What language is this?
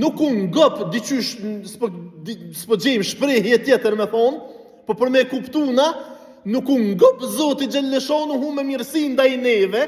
Albanian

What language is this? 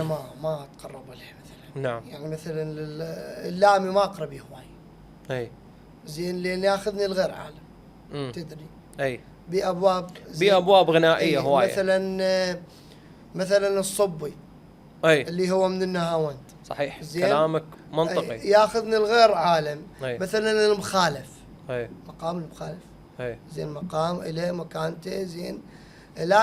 Mesopotamian Arabic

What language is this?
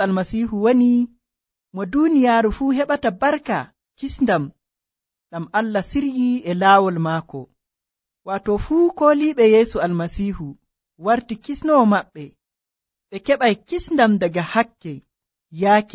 Nigerian Fulfulde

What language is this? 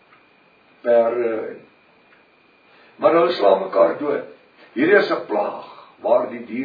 Afrikaans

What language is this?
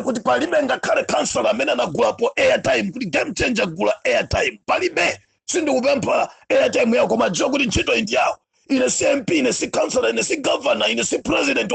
Nyanja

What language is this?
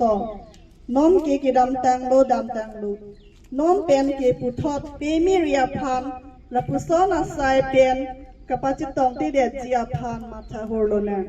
Karbi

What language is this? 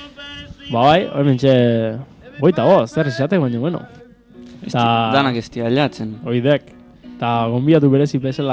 Basque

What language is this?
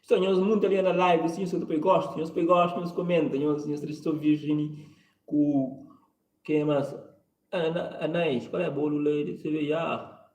Kabuverdianu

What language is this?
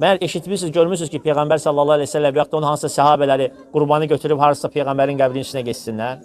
Azerbaijani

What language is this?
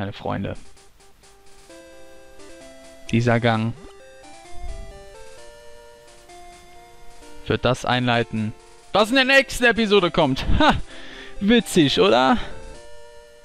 German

